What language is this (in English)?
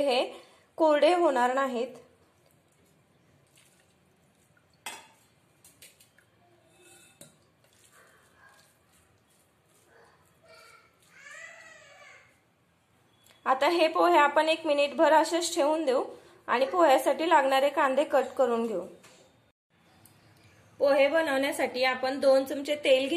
Marathi